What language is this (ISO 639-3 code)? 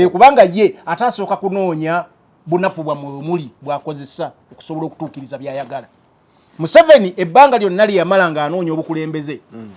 lug